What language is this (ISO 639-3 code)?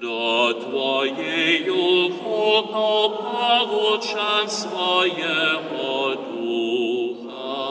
hsb